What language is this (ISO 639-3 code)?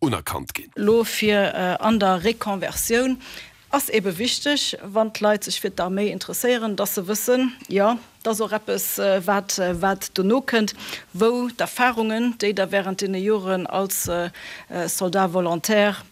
ltz